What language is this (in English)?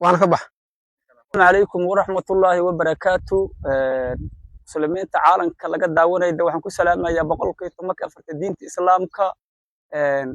Somali